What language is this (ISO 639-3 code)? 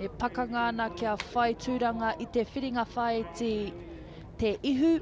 mri